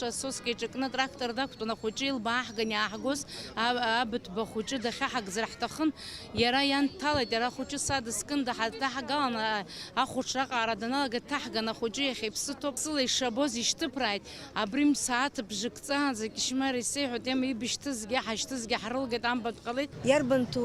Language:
Abkhazian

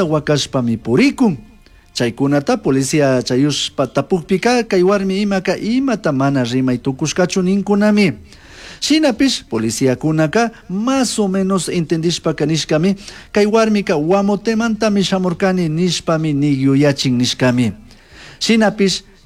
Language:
Chimborazo Highland Quichua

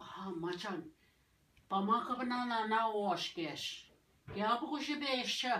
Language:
Ojibwa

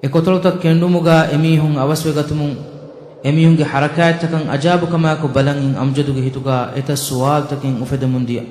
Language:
Divehi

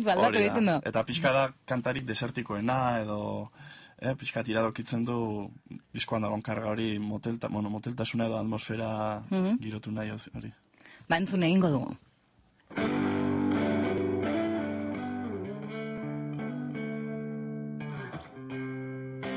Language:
Basque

